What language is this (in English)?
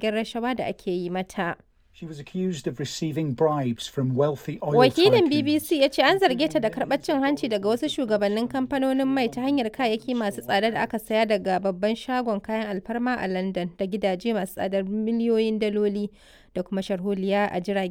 Hausa